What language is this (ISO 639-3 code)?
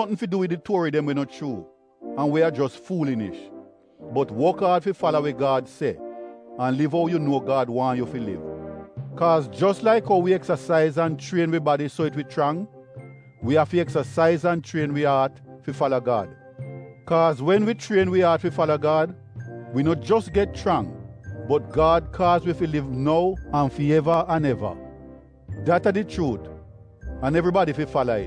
jam